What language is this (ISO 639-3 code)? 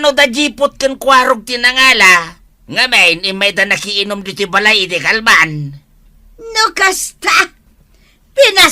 ilo